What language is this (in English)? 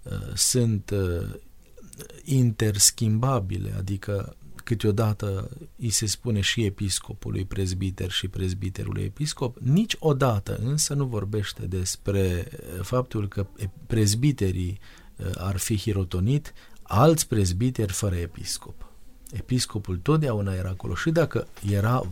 Romanian